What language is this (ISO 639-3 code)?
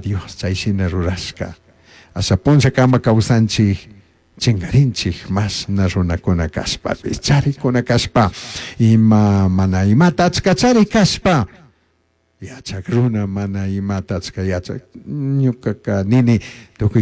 qug